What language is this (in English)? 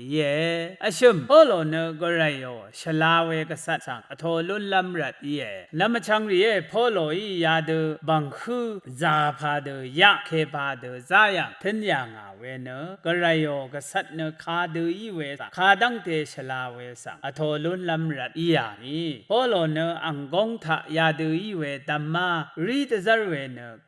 Rawang